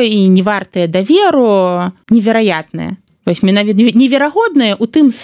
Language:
Belarusian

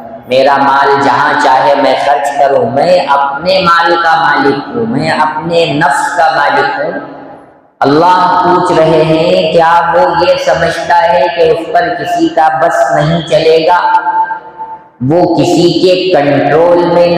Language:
Urdu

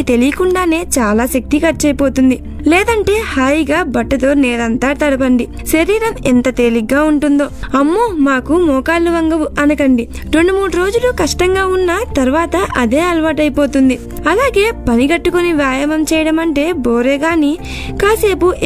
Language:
Telugu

